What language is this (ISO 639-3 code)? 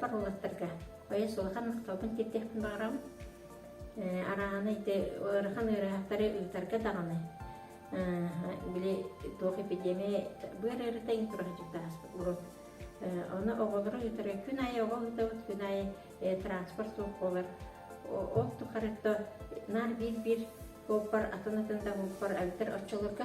sah